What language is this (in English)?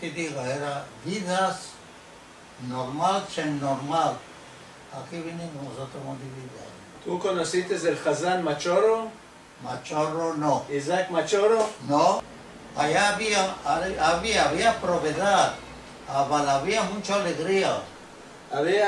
Ladino